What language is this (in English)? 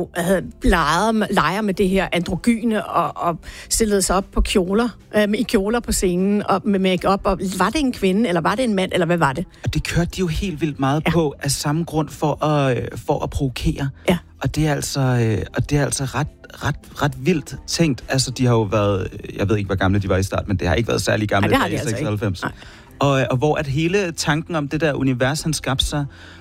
Danish